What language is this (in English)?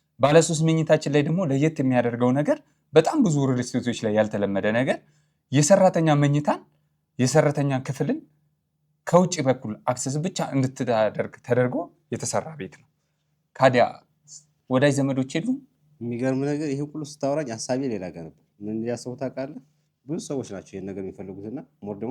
Amharic